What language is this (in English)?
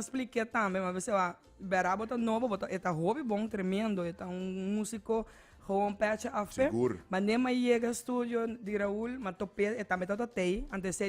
Papiamento